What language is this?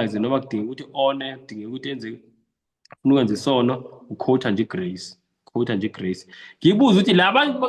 Zulu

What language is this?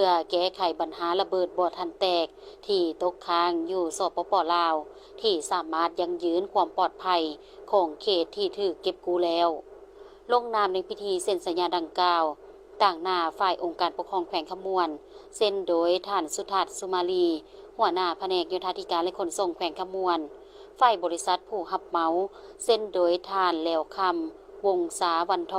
Lao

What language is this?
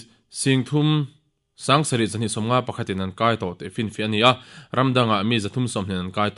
Mizo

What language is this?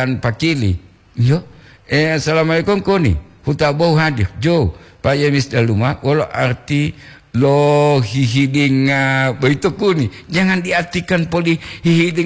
Gorontalo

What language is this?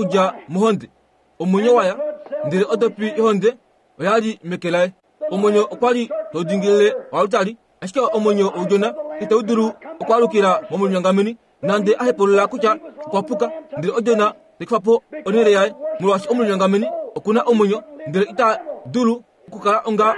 Kuanyama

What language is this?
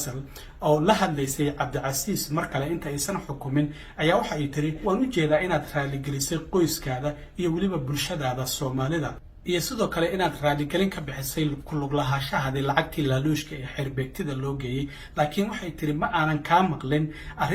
Somali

